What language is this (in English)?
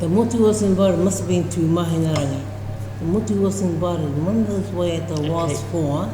Māori